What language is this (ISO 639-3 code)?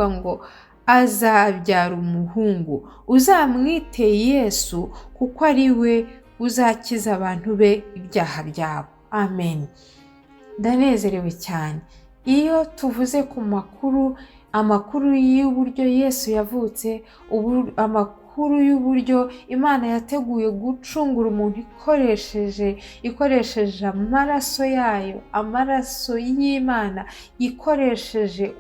kin